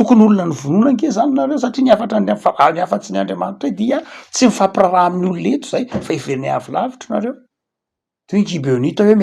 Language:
Malagasy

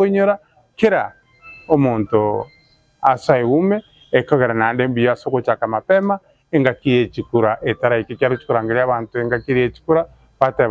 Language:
Gusii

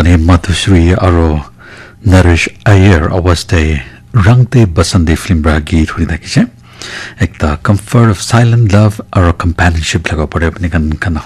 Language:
Naga Pidgin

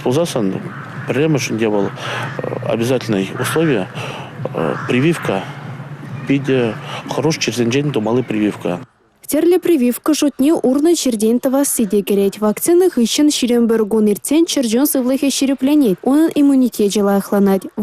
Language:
Chuvash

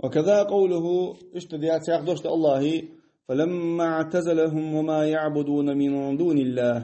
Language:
Ingush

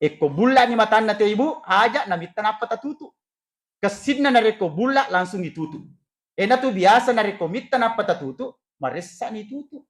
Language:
Buginese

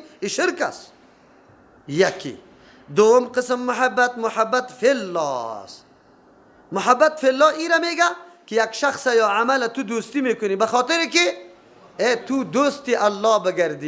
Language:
Persian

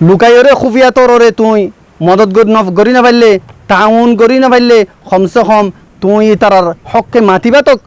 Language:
Rohingya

